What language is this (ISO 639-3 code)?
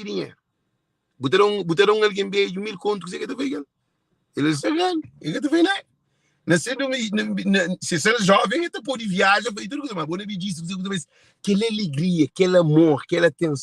kea